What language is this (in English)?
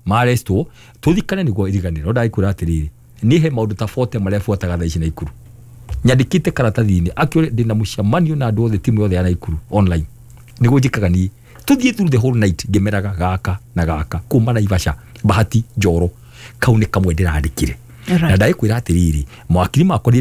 Kikuyu